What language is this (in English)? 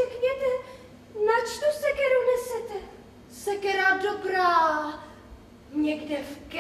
Czech